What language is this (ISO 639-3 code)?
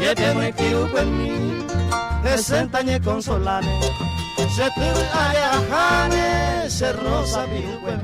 grn